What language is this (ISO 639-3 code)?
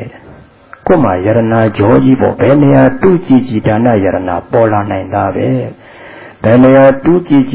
mya